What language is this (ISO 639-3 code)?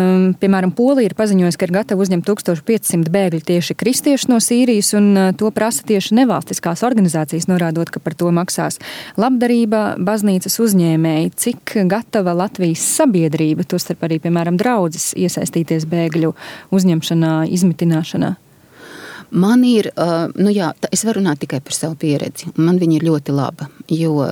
lav